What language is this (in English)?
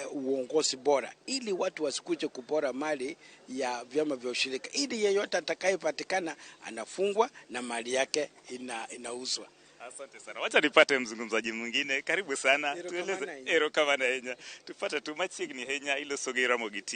Luo (Kenya and Tanzania)